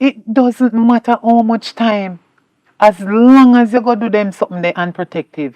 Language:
Jamaican Creole English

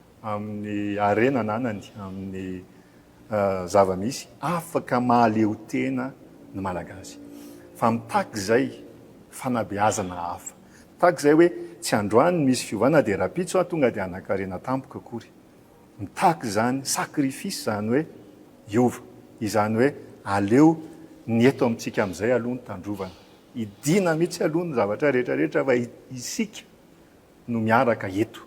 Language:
Malagasy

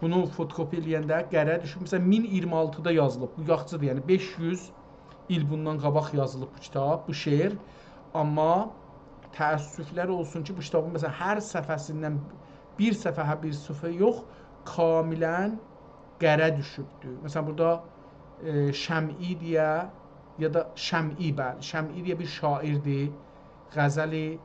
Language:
South Azerbaijani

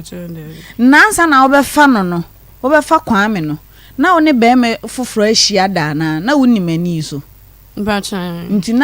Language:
Akan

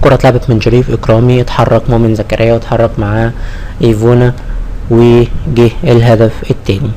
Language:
Egyptian Arabic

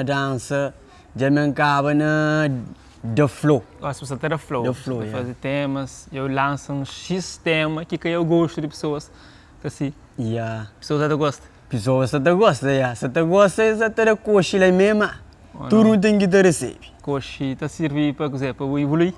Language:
Kabuverdianu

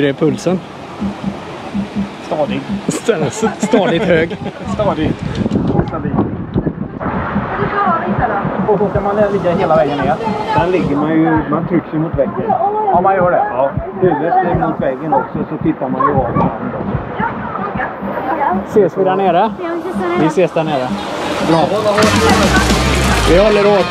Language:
Swedish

